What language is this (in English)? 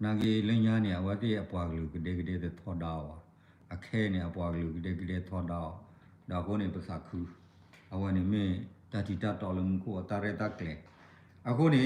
S'gaw Karen